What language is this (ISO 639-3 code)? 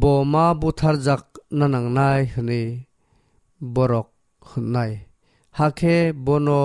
trp